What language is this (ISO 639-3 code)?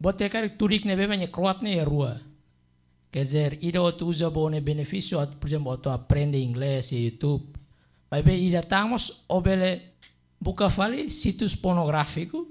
tet